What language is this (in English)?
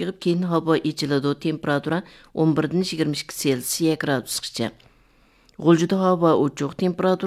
Uyghur